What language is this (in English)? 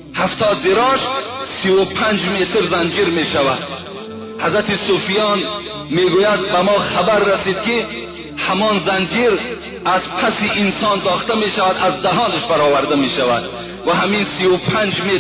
Tajik